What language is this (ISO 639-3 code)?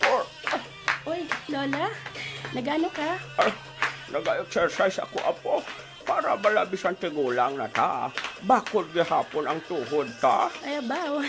hil